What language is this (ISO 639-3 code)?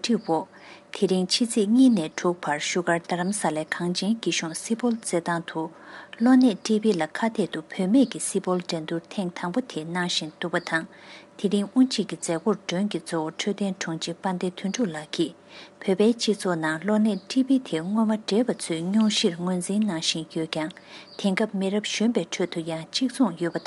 bod